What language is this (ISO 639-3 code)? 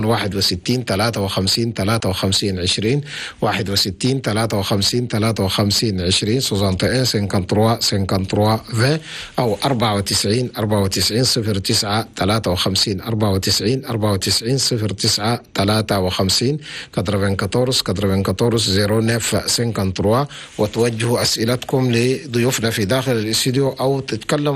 shu